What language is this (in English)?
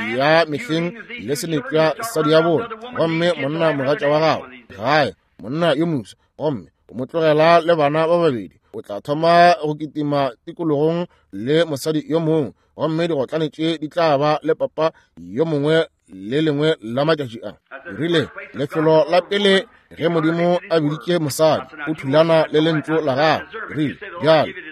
Northern Sotho